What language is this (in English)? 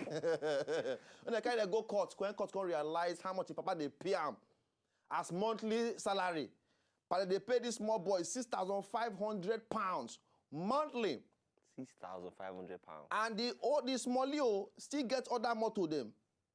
Nigerian Pidgin